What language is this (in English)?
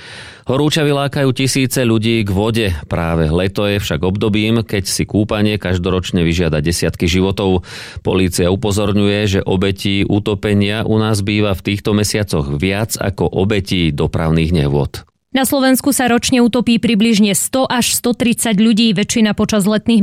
Slovak